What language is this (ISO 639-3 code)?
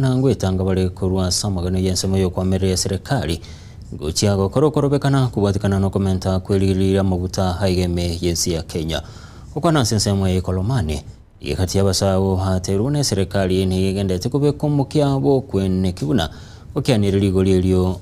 guz